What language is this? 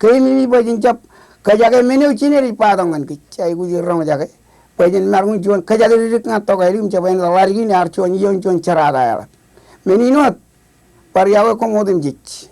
Marshallese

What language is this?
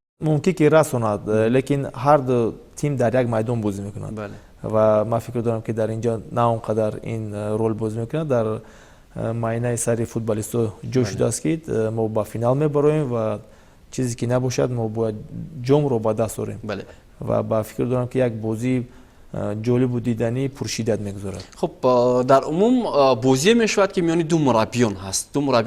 Tajik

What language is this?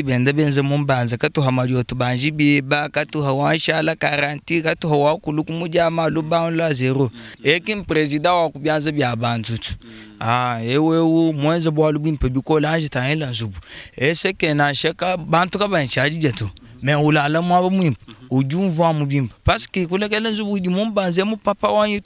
Luba-Lulua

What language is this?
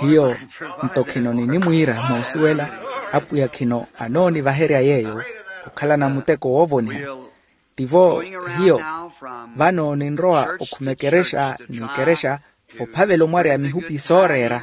Makhuwa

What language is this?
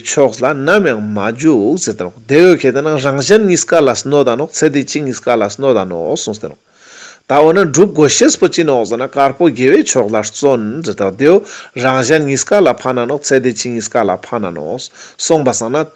Ladakhi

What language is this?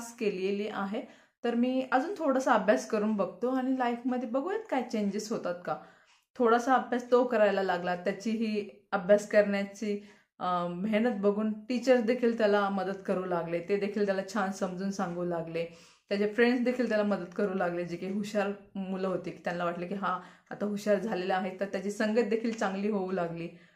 Marathi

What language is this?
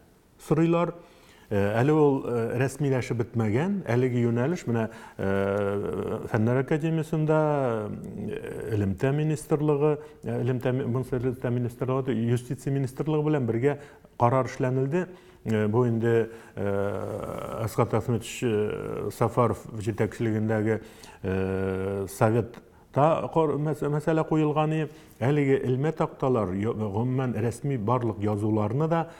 Tatar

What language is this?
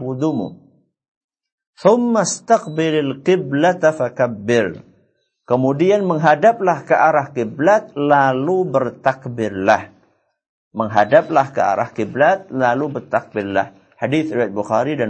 Indonesian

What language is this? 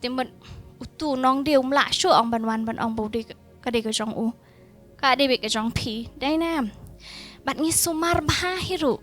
Khasi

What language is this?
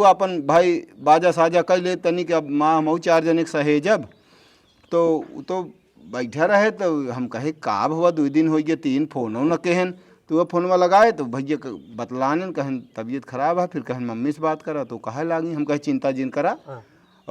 Awadhi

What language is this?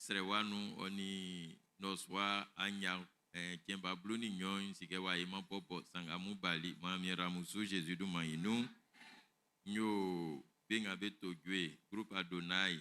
Baoulé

